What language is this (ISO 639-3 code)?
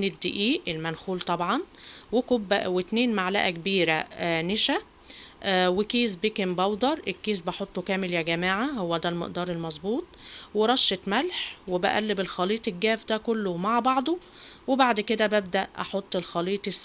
arz